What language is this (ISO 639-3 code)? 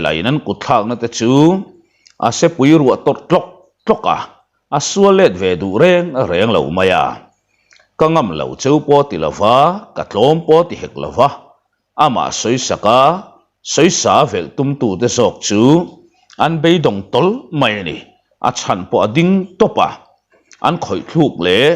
lus